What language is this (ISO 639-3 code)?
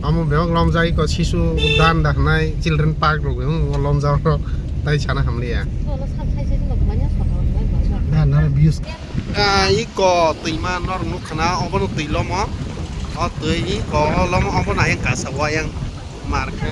trp